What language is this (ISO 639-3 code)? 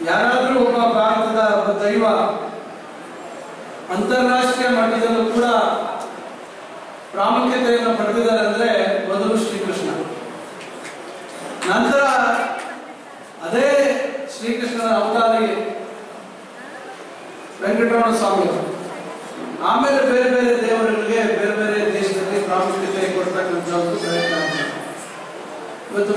kan